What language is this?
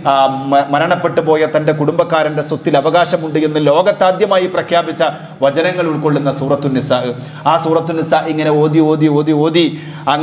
Malayalam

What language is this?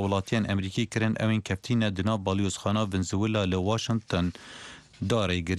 Kurdish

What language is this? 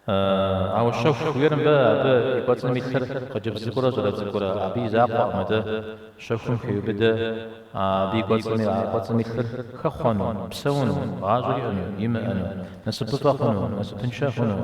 Kabardian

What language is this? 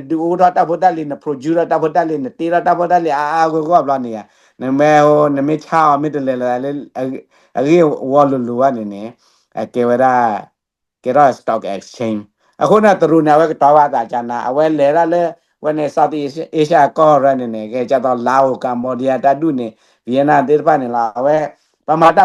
S'gaw Karen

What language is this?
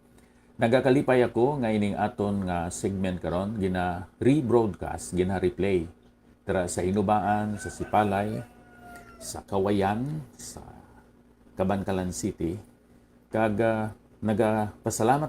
Hiligaynon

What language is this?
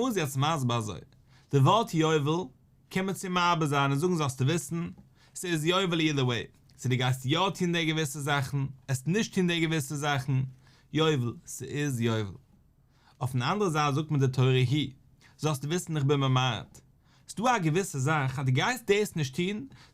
Yiddish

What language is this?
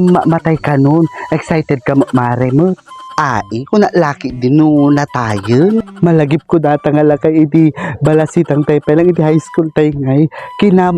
Iloko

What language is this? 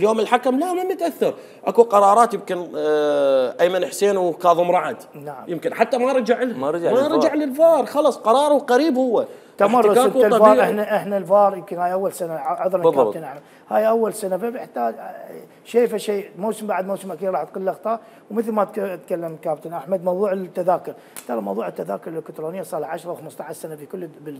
Mesopotamian Arabic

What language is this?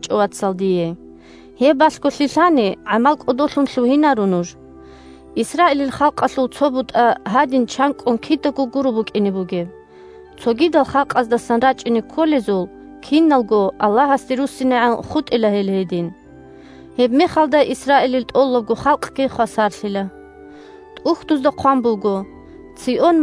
Avaric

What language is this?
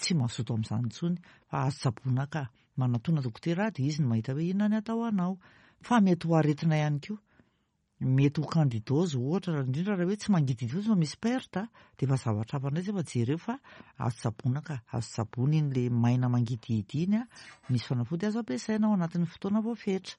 Malagasy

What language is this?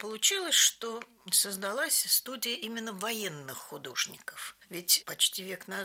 Russian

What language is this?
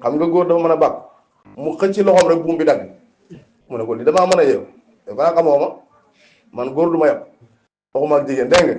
Wolof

